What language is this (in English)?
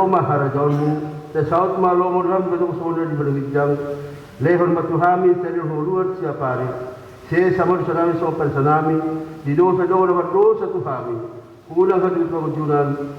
Batak Toba